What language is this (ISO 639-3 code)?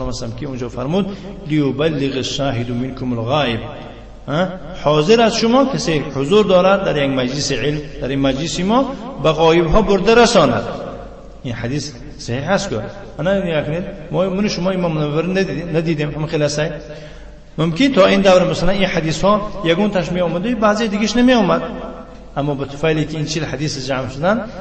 tgk